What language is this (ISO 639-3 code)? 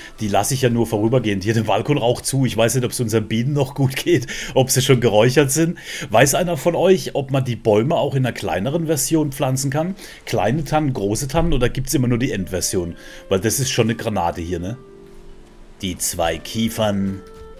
deu